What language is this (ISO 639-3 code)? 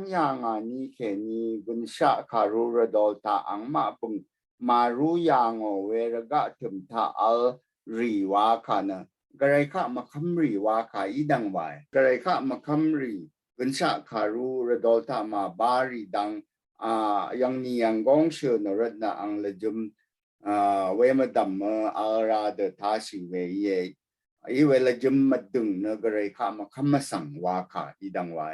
raw